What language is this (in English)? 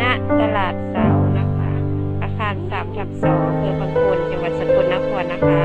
Northeastern Thai